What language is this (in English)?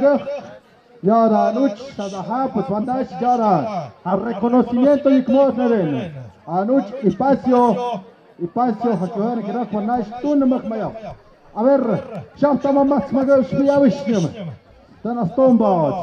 Tlahuitoltepec Mixe